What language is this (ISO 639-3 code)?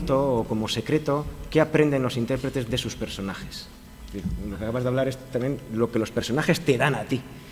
spa